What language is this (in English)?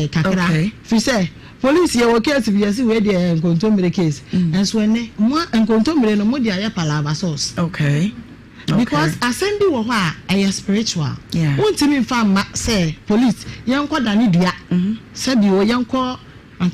Akan